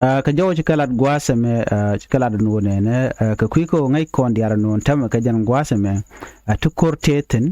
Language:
Nuer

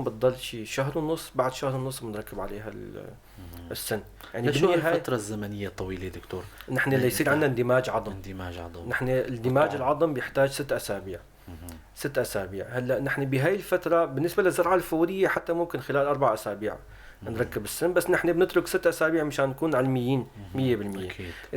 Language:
North Levantine Arabic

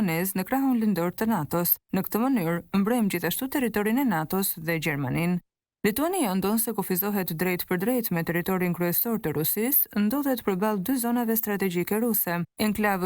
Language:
Albanian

